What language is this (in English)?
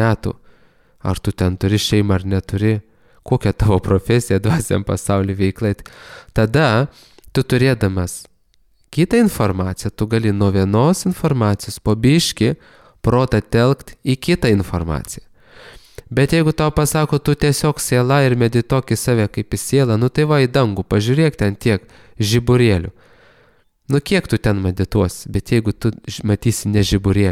Lithuanian